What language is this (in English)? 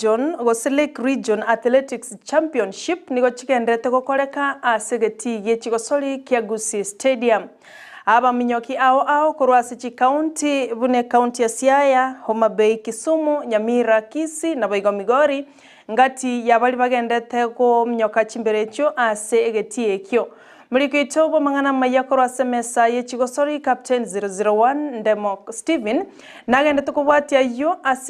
Gusii